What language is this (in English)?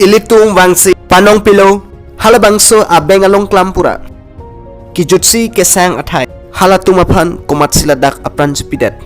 Karbi